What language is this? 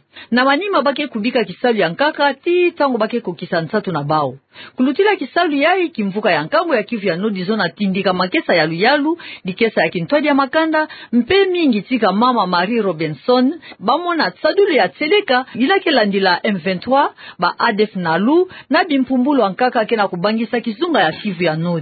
Kituba (Democratic Republic of Congo)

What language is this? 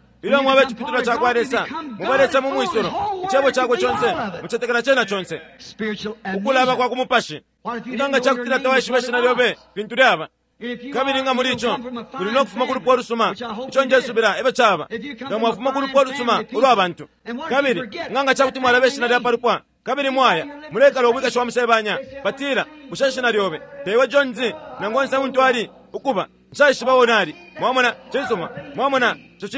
Bemba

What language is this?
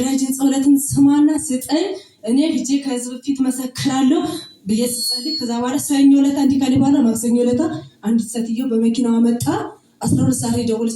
Amharic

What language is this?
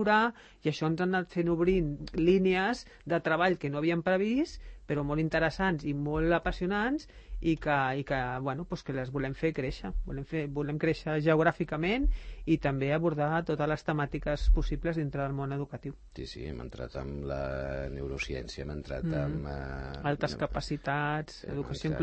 Catalan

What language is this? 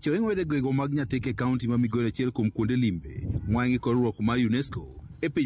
Luo (Kenya and Tanzania)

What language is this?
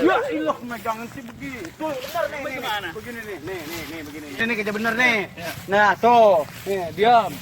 Betawi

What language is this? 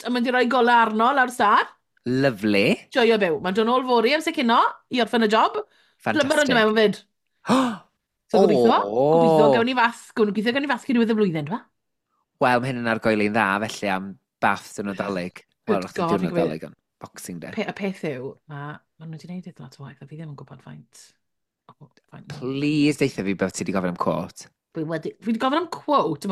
Welsh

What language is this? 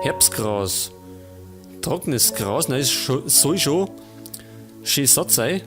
Bavarian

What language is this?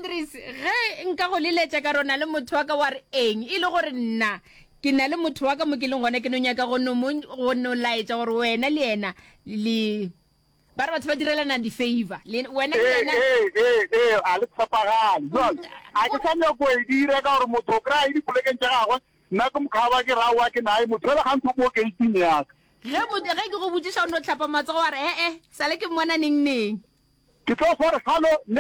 Northern Sotho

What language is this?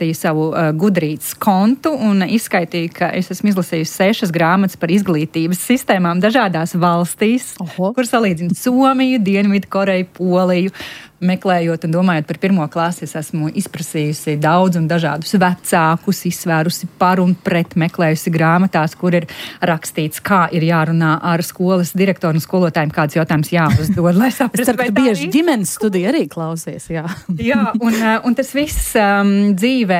Latvian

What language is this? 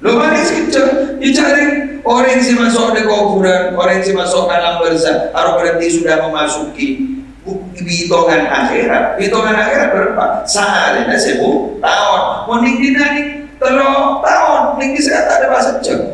Madurese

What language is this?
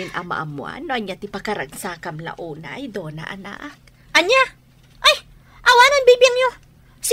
Iloko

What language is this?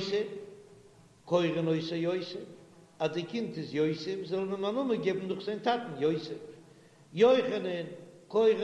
Yiddish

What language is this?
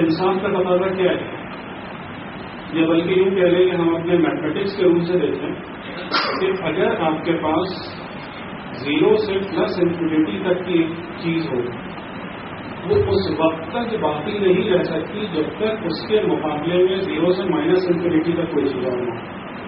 Urdu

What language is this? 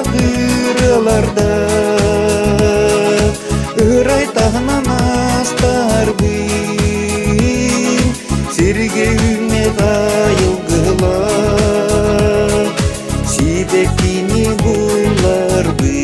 Yakut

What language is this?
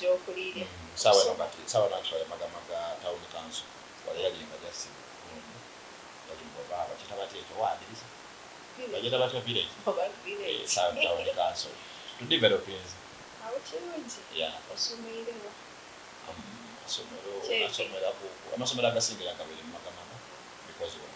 Soga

